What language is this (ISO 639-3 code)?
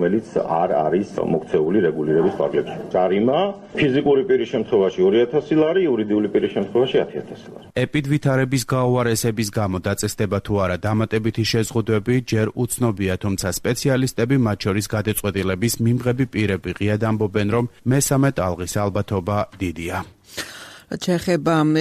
kat